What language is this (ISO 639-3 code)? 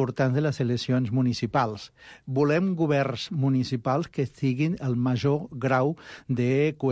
cat